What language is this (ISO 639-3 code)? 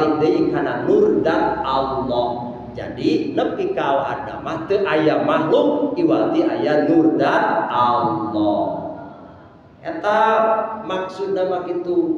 sun